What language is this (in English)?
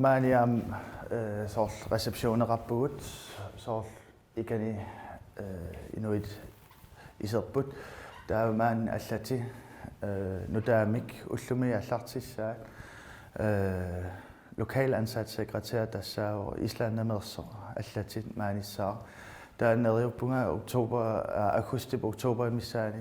Kalaallisut